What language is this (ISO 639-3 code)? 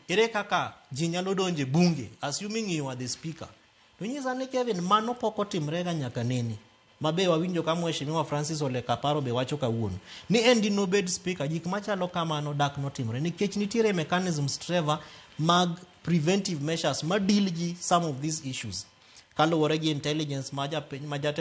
luo